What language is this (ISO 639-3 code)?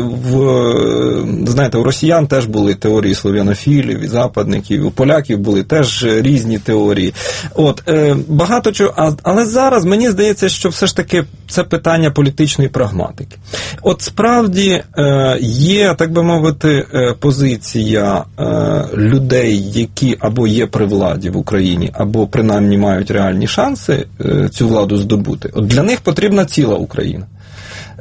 ukr